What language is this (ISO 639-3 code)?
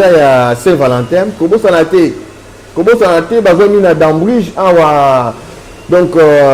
lin